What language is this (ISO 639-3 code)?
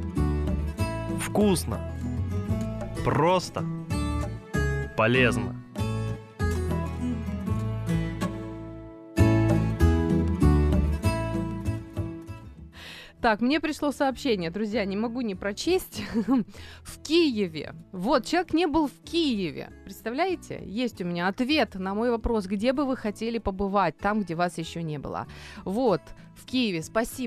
rus